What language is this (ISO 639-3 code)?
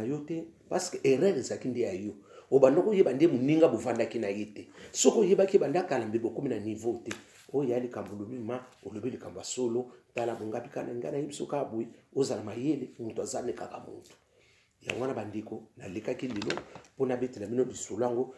lin